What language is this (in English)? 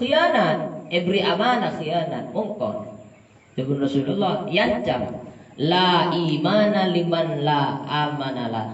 Madurese